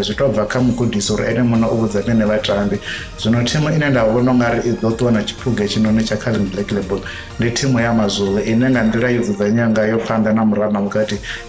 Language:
Venda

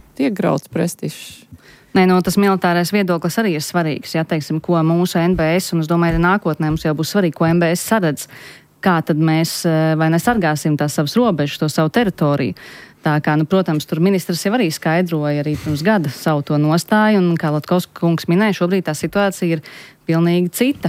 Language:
Latvian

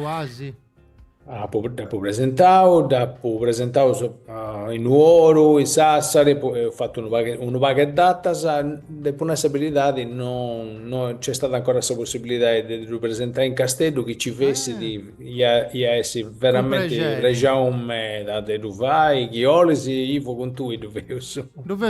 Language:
Sardinian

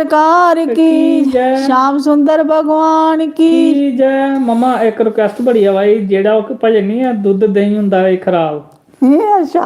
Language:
Dogri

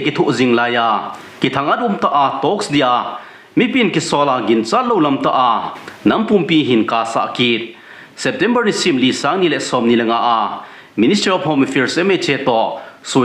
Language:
Thado Chin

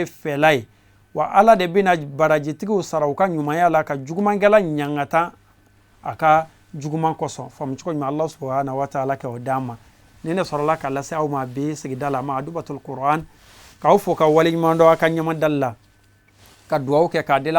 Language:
Bambara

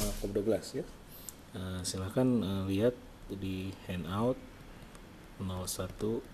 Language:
Indonesian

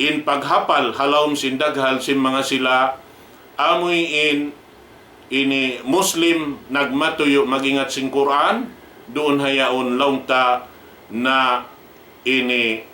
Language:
Tausug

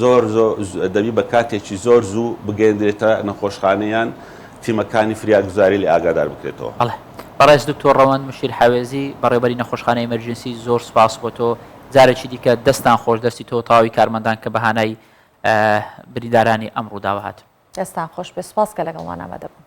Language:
Central Kurdish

